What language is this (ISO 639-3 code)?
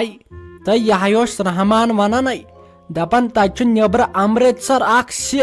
kas